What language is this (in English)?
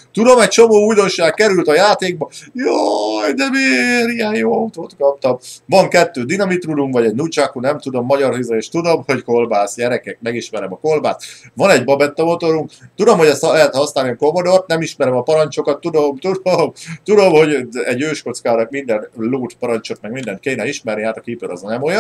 Hungarian